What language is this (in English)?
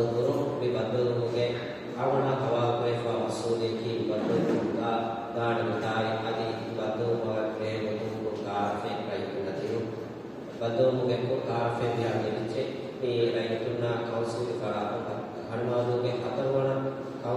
Divehi